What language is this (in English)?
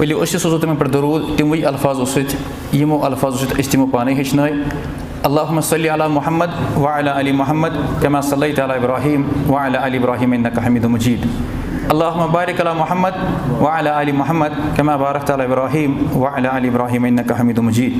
Kashmiri